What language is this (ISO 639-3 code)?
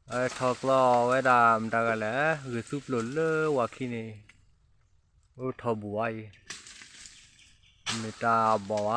ksw